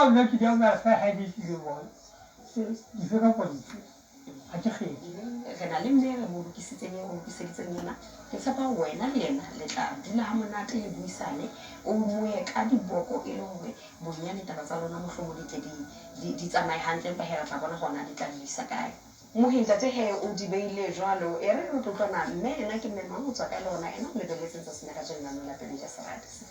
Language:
Southern Sotho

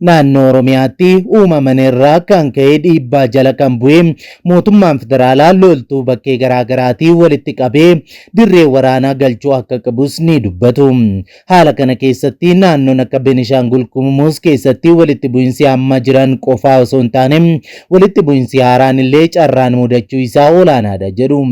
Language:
Oromo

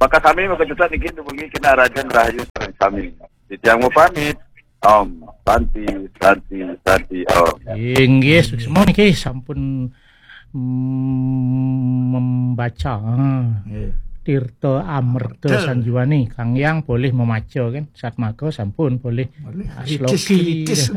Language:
Balinese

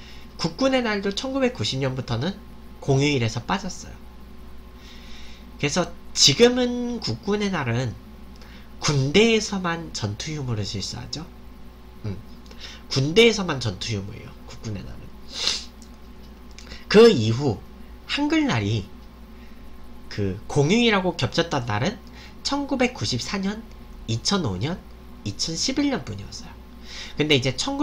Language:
Korean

